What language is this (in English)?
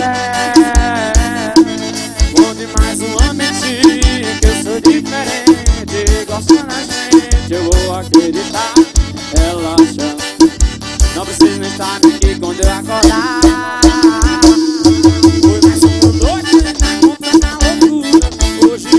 Portuguese